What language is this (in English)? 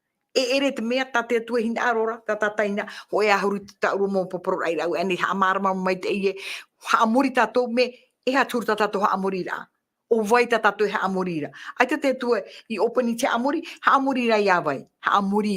Tahitian